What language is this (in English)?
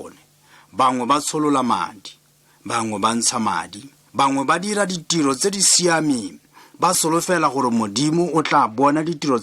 Tswana